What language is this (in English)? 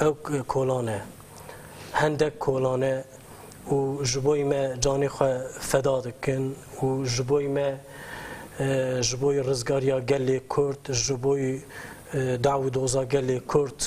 Kurdish